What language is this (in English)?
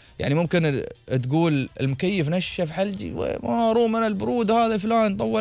Gulf Arabic